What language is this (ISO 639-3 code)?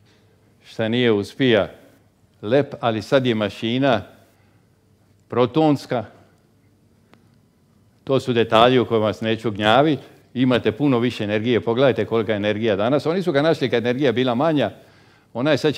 hrv